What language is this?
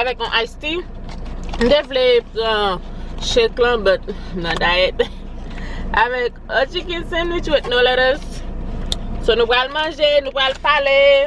Haitian Creole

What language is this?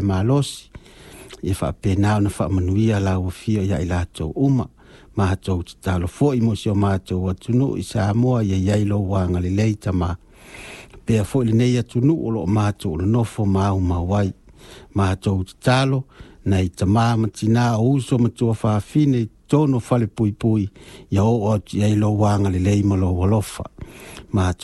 Samoan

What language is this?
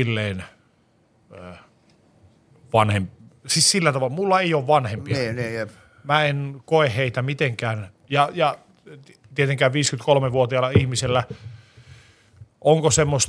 Finnish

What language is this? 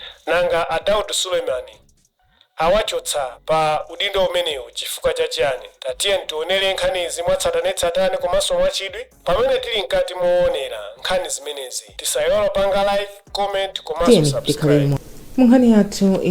Nyanja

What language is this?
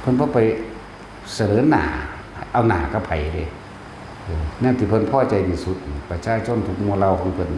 Northeastern Thai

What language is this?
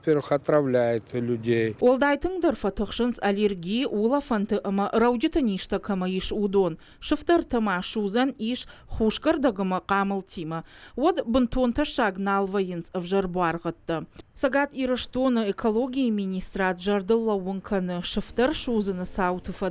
Ossetic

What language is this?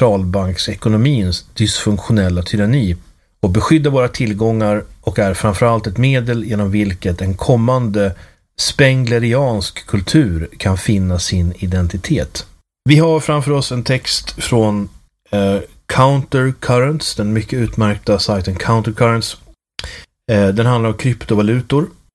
Swedish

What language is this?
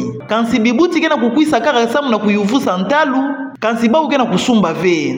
Kituba (Democratic Republic of Congo)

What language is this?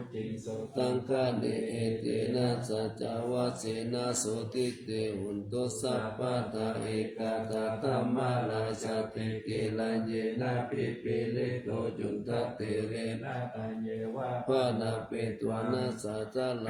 Pali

